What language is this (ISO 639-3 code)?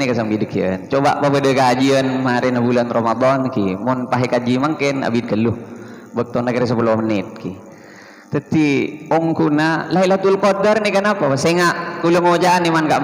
mad